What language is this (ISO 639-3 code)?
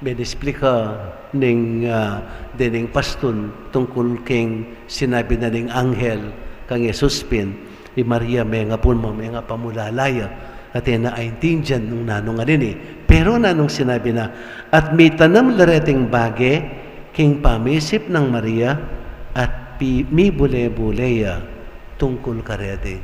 pam